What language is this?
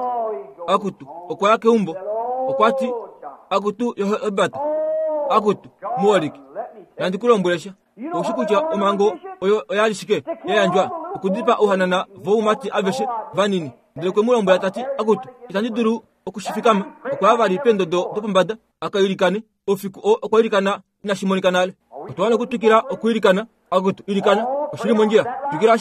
Kuanyama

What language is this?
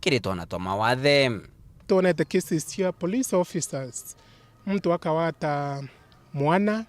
Meru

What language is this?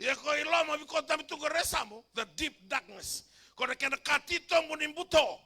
Fijian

